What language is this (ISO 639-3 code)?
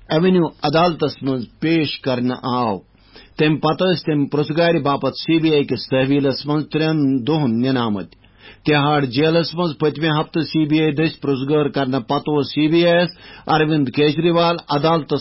kas